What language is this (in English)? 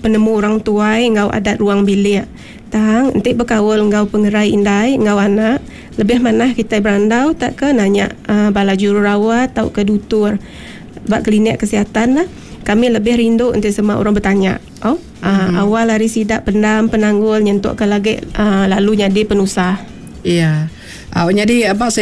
Iban